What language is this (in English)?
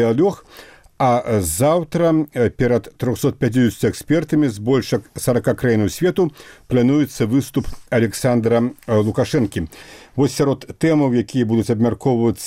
Belarusian